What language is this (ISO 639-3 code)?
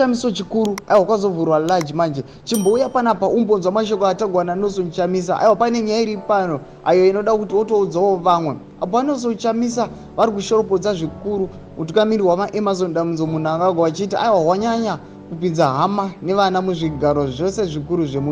sna